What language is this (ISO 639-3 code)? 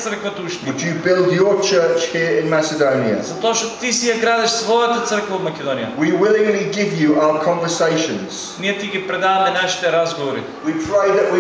mkd